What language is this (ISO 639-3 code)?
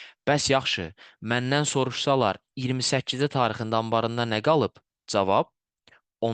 aze